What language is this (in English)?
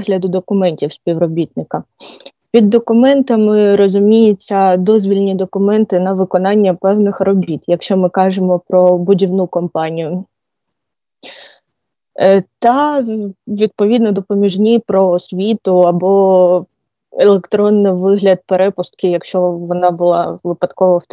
Ukrainian